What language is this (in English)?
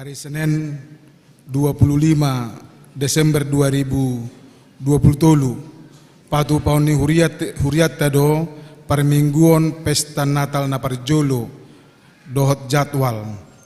Batak Toba